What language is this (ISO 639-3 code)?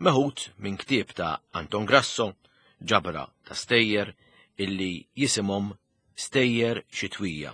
mlt